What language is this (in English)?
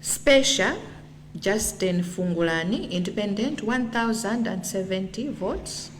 Nyanja